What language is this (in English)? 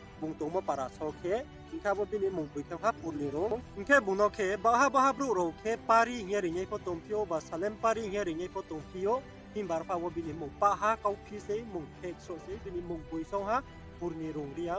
Riang (India)